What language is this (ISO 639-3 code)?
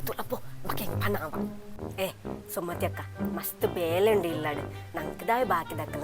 tcy